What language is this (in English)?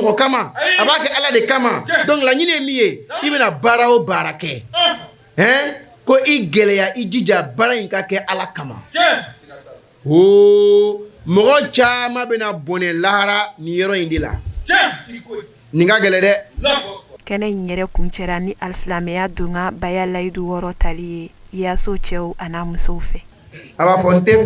Bambara